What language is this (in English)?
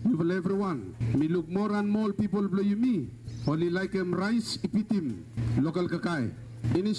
Bislama